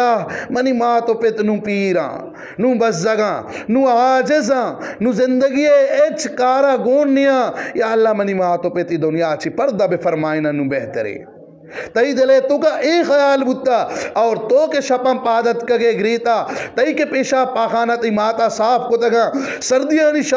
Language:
Eastern Balochi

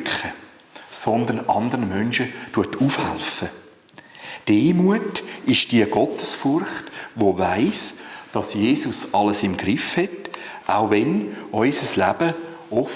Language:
Swiss German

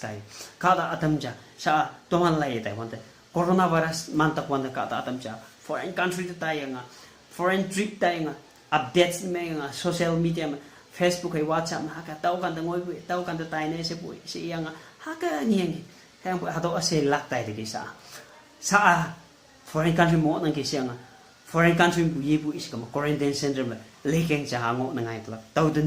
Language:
Konyak Naga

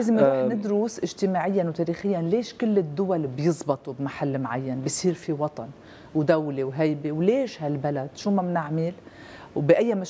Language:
North Levantine Arabic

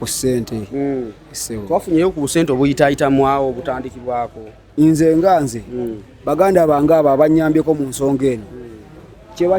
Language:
Ganda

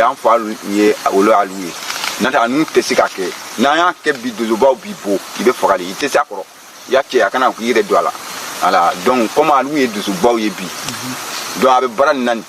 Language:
Bambara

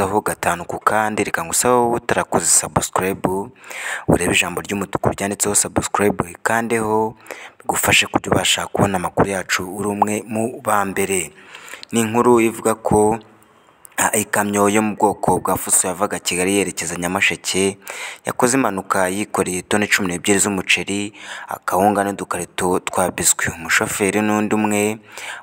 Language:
Kinyarwanda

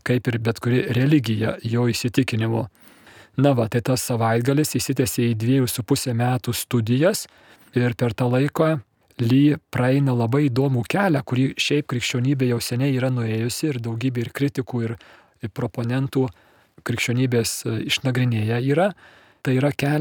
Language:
Lithuanian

